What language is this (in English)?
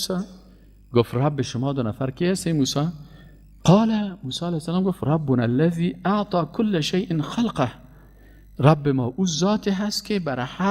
Persian